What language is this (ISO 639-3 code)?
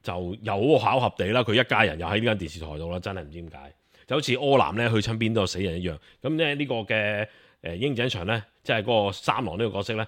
yue